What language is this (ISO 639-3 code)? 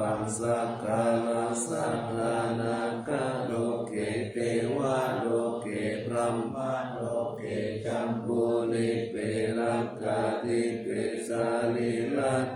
pli